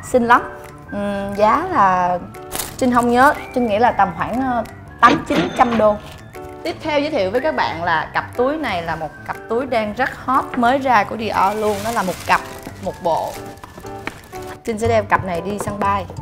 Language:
Vietnamese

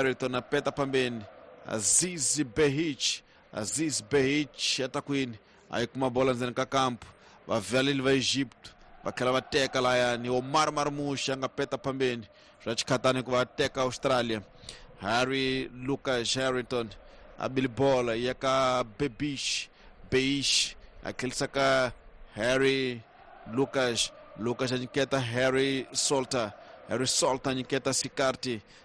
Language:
Tsonga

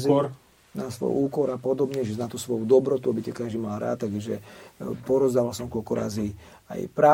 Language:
Slovak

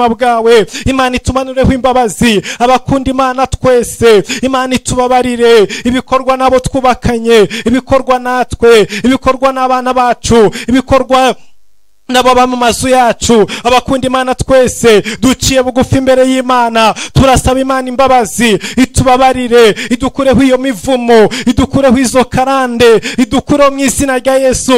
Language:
Kinyarwanda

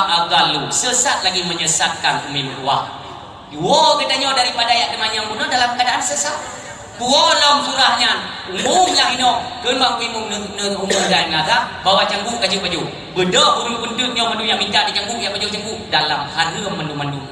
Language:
Achinese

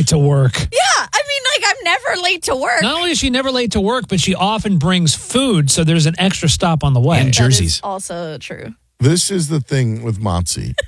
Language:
English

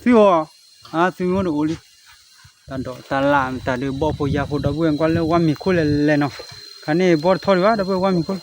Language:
S'gaw Karen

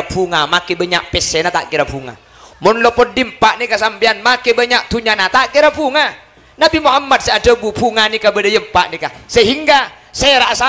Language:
Madurese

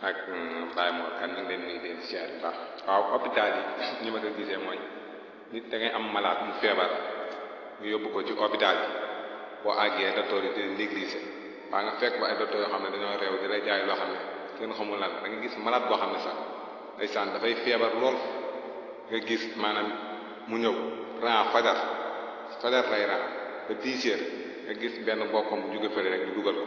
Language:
Wolof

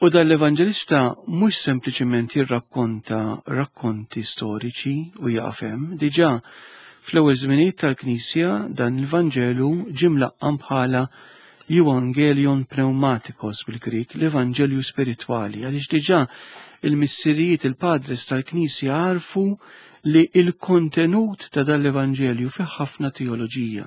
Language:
Maltese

